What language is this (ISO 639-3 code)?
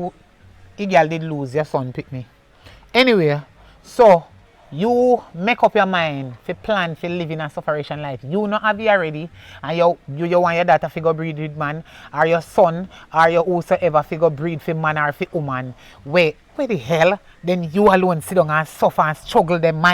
jam